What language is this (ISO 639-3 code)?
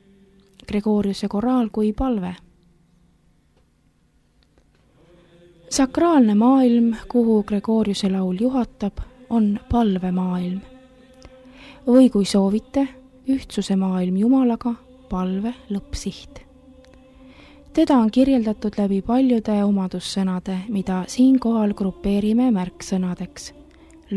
est